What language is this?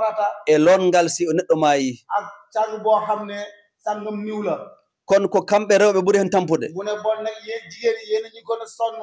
Fula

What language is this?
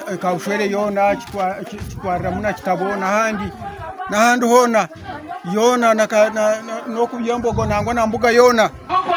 Nyankole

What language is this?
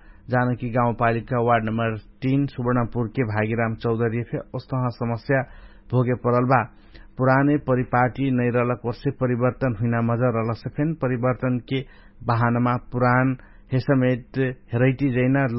Dangaura Tharu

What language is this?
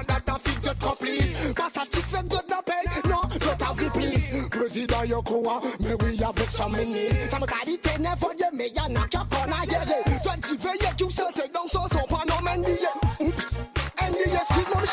Seselwa Creole French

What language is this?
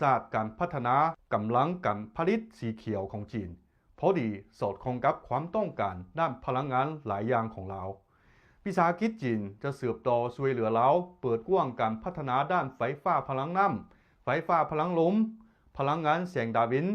Lao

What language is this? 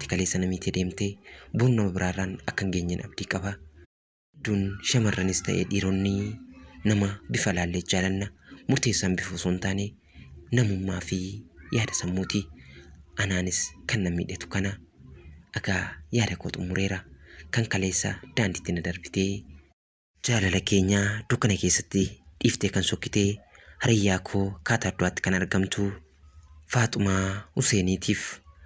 Oromo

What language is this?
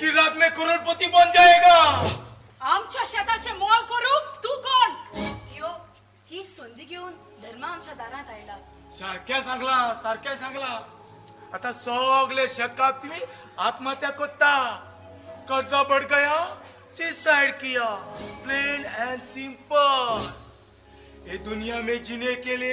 Konkani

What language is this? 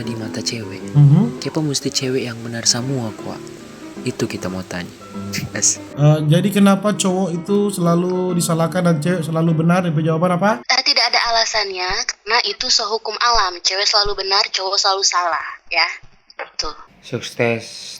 Manado Malay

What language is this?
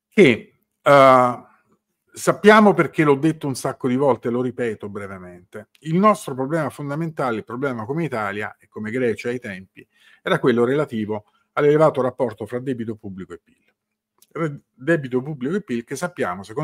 Italian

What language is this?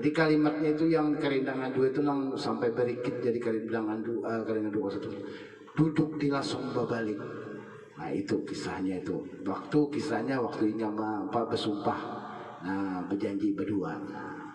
Banjar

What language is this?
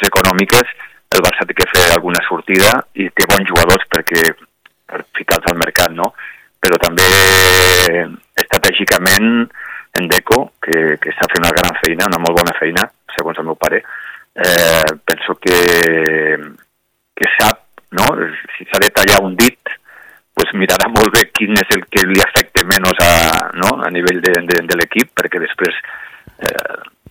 Catalan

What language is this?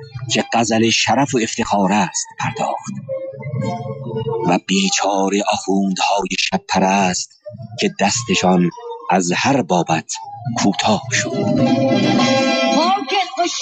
Persian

